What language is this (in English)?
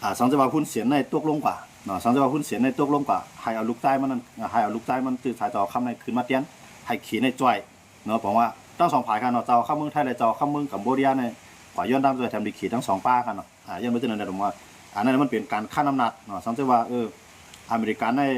Shan